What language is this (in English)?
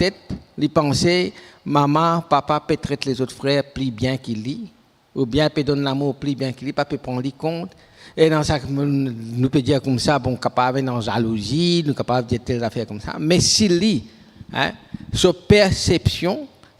Morisyen